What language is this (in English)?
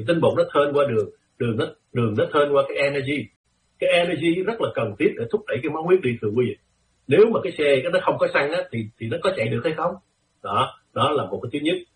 Vietnamese